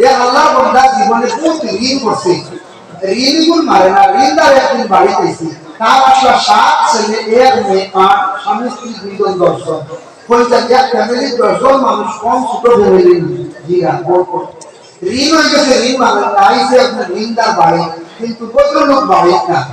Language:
Sylheti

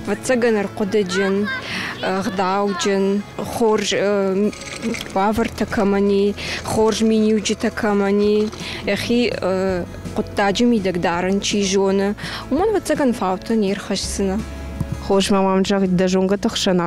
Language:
Ossetic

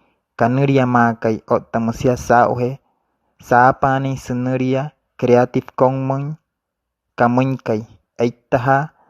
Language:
Wayuu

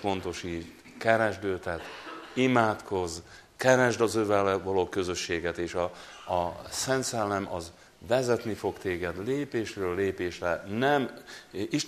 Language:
Hungarian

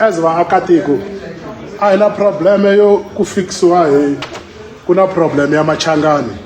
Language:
Tsonga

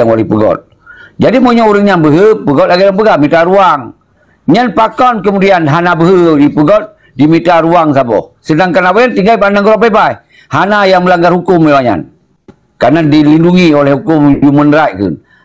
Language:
Achinese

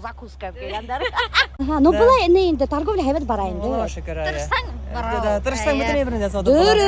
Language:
Bashkir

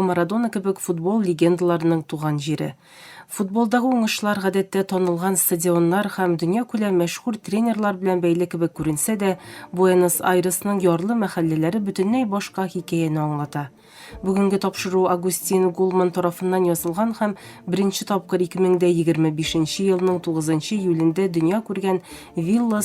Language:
Tatar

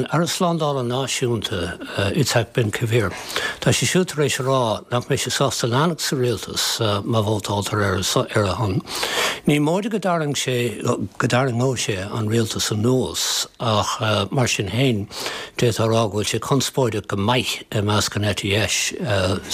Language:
Irish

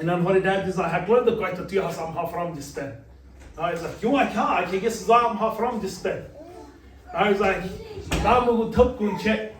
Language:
Plautdietsch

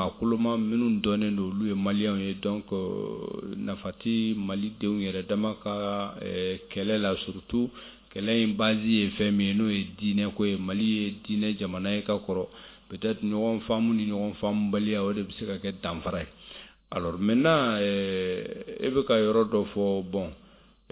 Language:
Bambara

